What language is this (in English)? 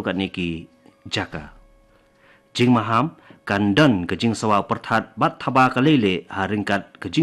Khasi